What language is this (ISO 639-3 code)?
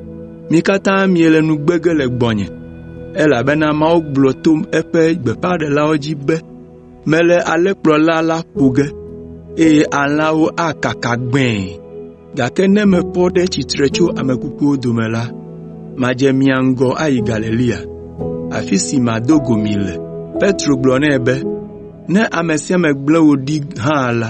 ewe